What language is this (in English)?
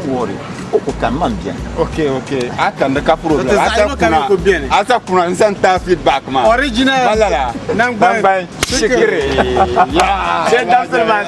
Dagbani